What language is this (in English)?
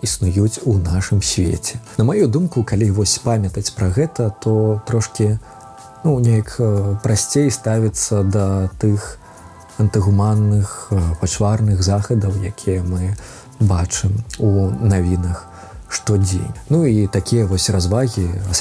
Belarusian